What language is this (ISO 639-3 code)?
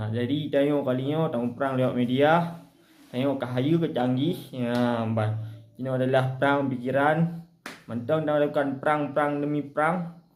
ace